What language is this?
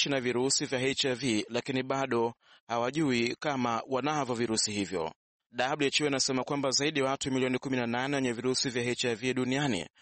Swahili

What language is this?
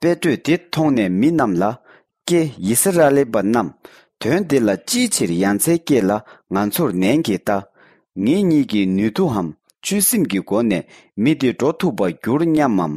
Tibetan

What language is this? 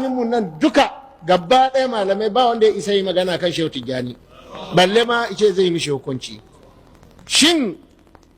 Hausa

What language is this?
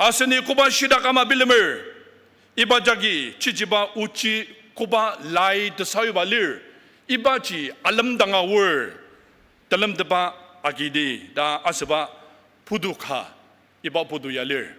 Ao Naga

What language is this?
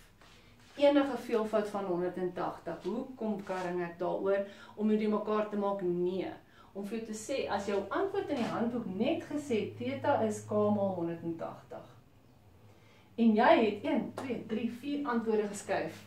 Afrikaans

